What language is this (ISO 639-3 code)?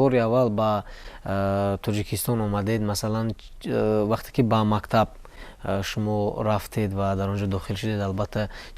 tgk